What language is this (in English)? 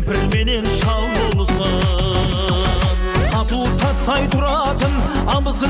Kazakh